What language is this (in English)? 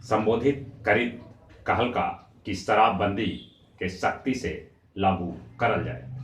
Magahi